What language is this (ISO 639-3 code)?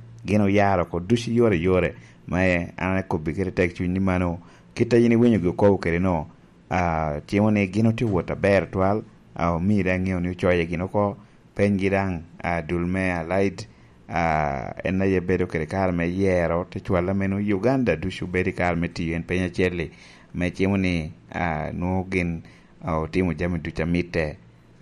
laj